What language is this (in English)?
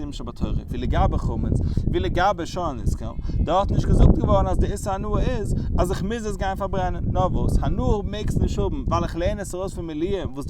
Yiddish